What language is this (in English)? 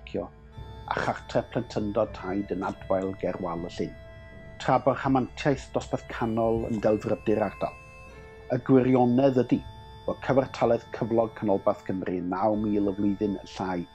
Welsh